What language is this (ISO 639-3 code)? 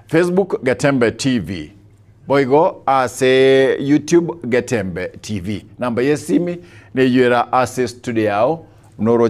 guz